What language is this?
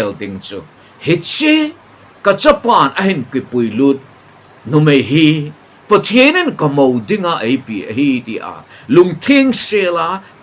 Thado Chin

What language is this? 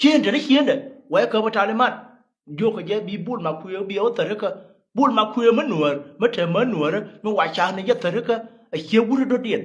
Nuer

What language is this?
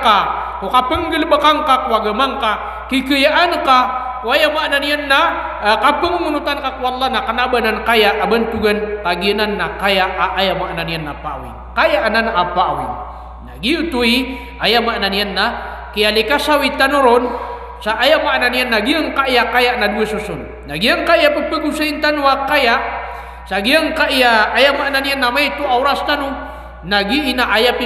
Maranao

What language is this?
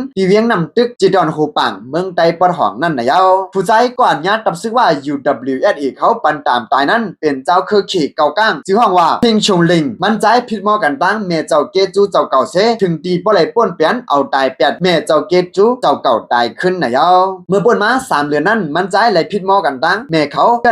Shan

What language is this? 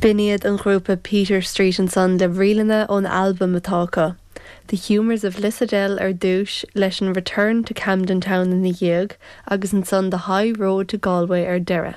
Irish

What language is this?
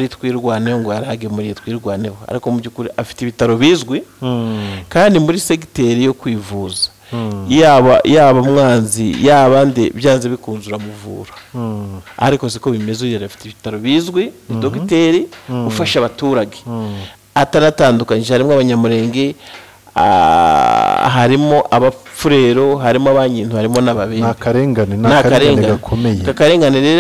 Kinyarwanda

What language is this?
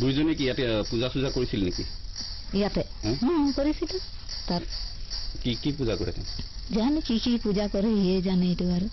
Assamese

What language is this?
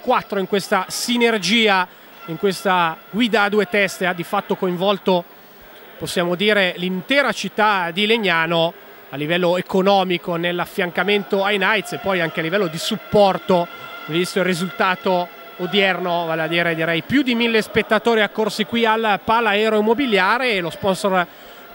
Italian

